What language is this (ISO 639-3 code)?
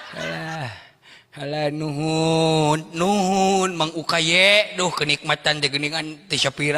sun